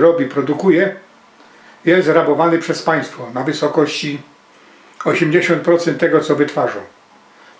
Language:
Silesian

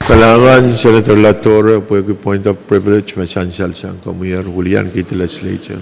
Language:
Pohnpeian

